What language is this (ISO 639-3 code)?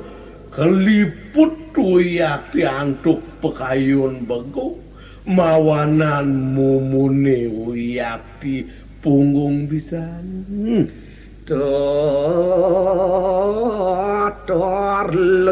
ban